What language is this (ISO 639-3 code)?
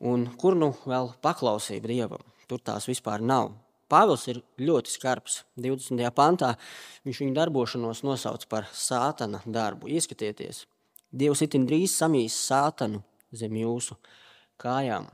lav